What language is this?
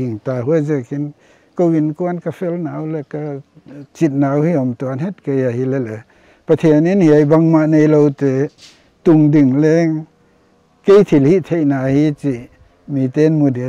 Paite Chin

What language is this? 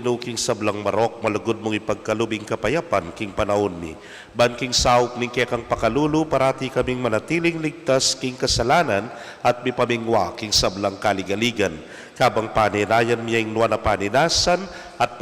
Pampanga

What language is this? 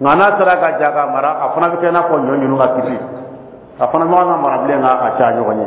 Dyula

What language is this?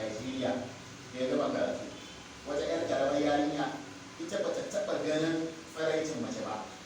Hausa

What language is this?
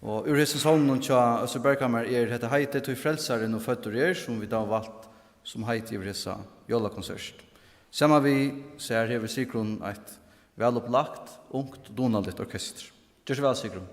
Faroese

